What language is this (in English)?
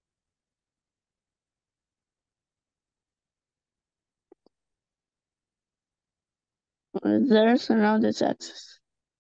Egyptian Arabic